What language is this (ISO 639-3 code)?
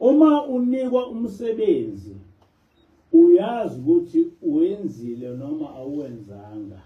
zul